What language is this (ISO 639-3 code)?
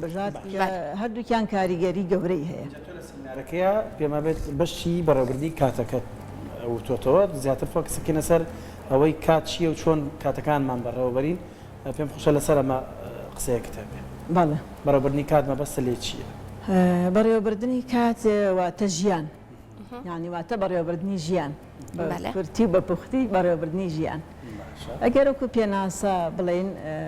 ckb